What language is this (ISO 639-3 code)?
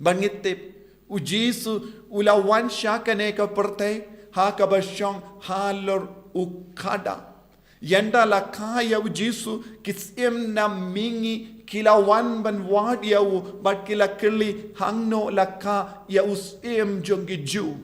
kha